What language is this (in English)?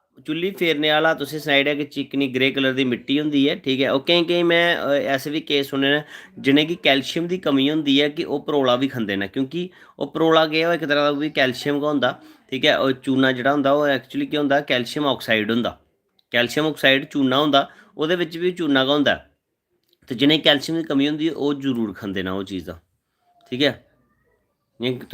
Dogri